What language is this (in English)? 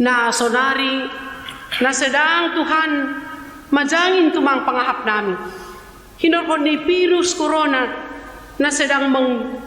Batak Simalungun